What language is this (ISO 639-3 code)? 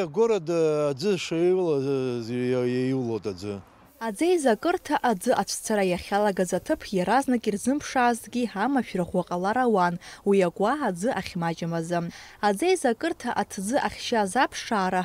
abk